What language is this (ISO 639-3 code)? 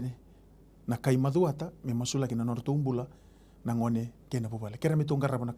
fij